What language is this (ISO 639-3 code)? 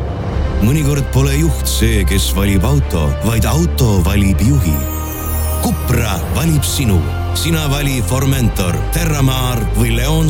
est